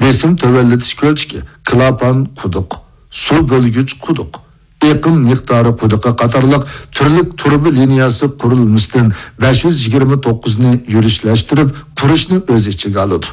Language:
Uyghur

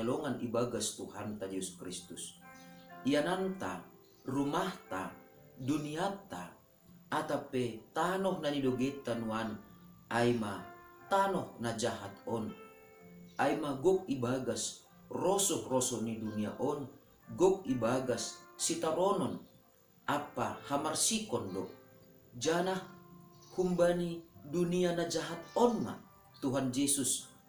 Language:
Batak Simalungun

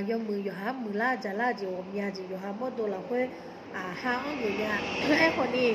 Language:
Akha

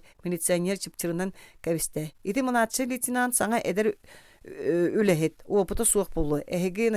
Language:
Yakut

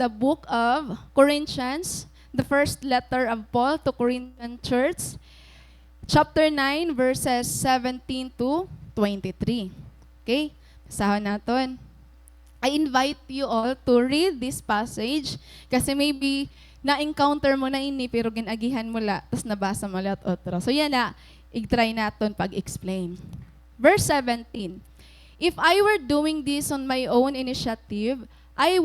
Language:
Waray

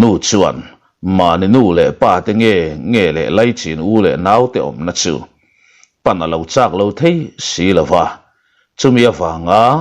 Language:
Mizo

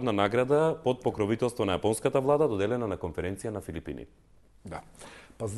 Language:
Macedonian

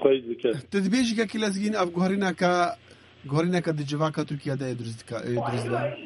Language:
Kurdish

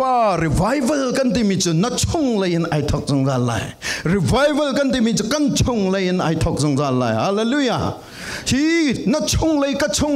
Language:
Falam Chin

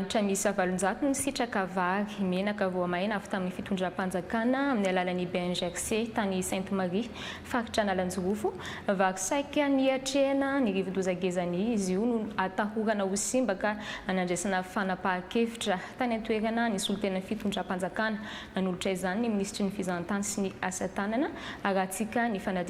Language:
Malagasy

